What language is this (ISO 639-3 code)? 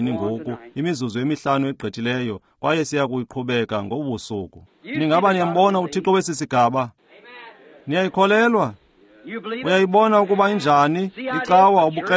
xho